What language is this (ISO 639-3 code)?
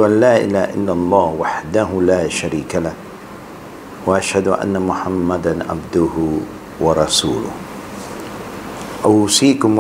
msa